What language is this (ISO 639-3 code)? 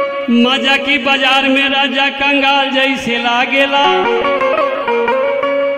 bho